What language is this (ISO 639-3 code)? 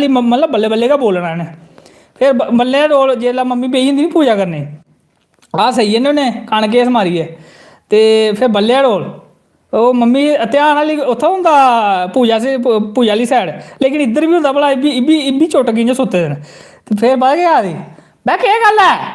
doi